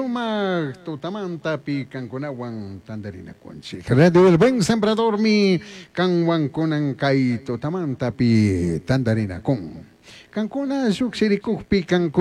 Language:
Chimborazo Highland Quichua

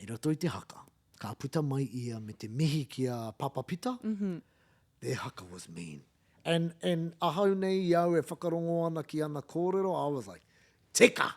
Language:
Māori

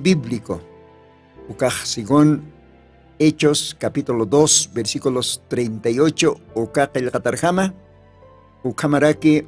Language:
Aymara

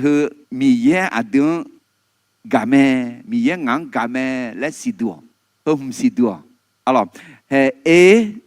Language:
Akha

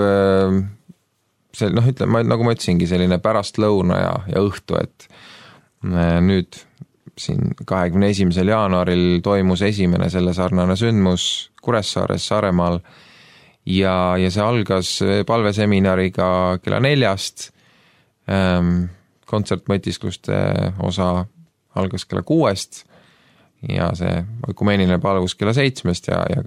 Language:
Estonian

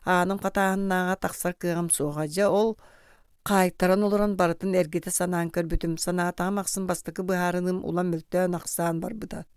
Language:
Yakut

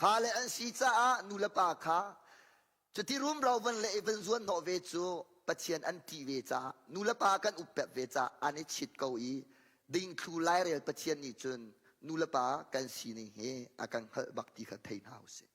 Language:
Hakha Chin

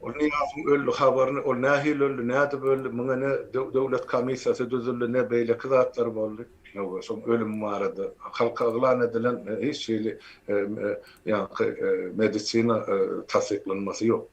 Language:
Turkmen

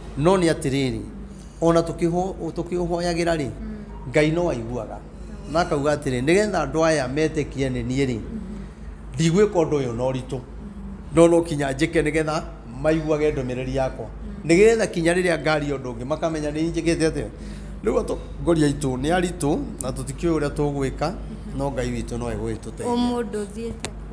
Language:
Kikuyu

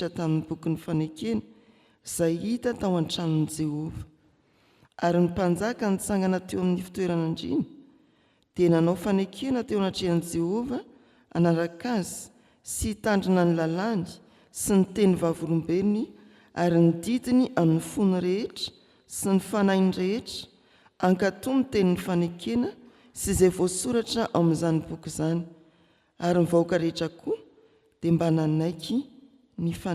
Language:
Malagasy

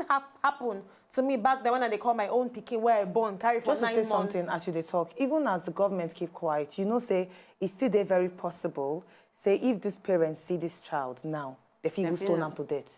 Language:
Nigerian Pidgin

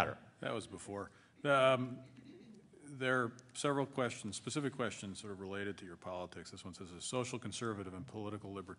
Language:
English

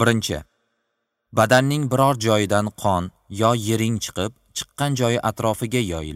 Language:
Uzbek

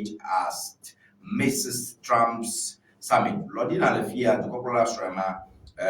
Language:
Ewe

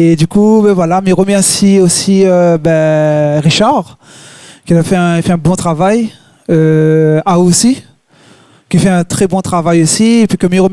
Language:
Réunion Creole French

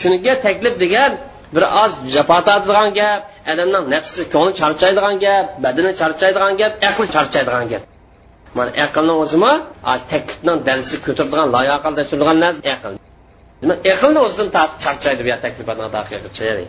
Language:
Uyghur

